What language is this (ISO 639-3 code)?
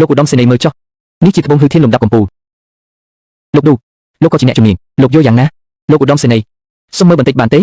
khm